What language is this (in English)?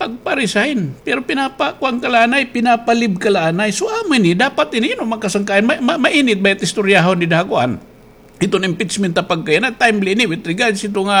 Waray